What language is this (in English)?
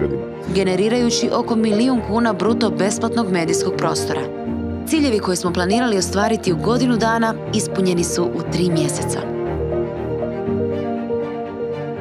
Croatian